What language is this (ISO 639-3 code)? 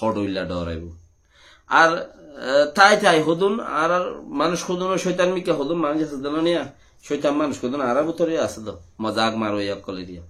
rhg